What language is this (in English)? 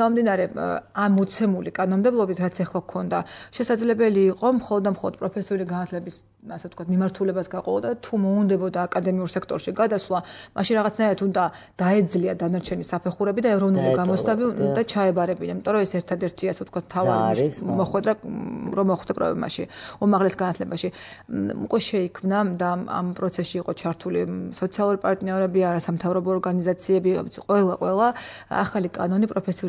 Georgian